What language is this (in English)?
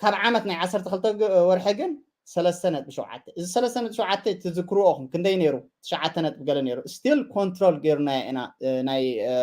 Tigrinya